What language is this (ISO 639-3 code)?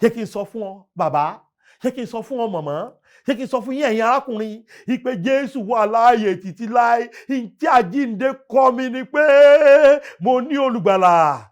yor